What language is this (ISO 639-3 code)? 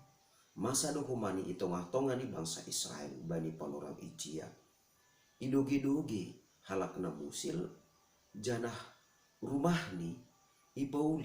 bts